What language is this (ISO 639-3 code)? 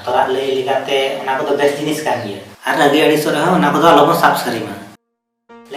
sat